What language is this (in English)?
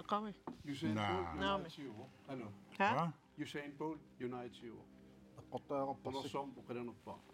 Kalaallisut